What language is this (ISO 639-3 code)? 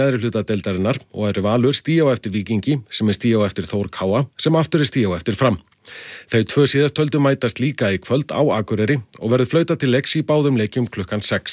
isl